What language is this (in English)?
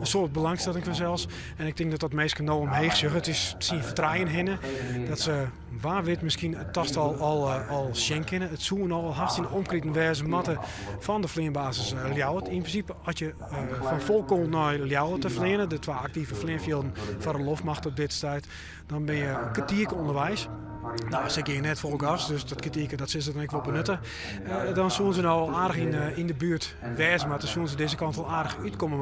Western Frisian